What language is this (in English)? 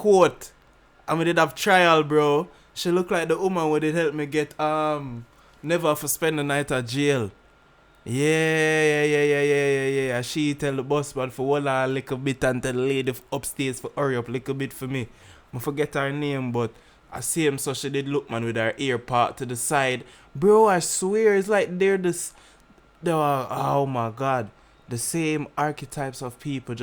Jamaican Creole English